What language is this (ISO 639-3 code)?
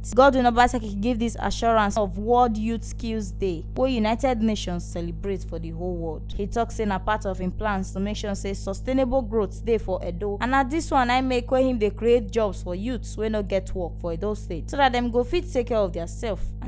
pcm